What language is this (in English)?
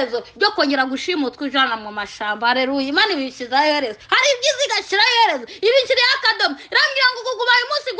Kinyarwanda